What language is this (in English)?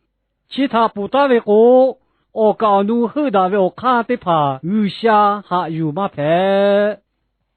Lahu